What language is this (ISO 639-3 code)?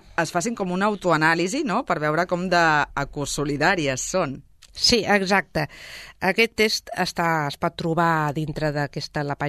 cat